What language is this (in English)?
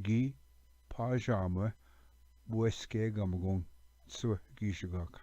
Ojibwa